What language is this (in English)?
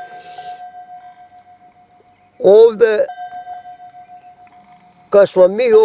Bosnian